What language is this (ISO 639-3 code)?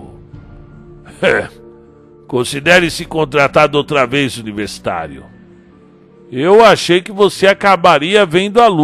por